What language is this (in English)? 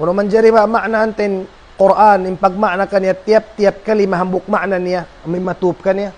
Tausug